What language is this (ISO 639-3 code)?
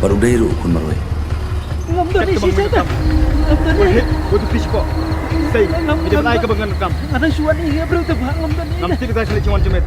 kha